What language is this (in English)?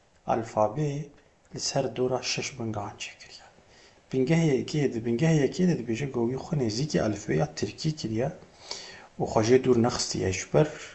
Kurdish